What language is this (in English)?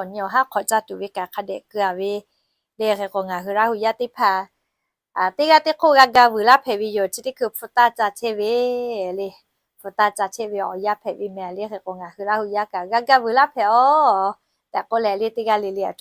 Lahu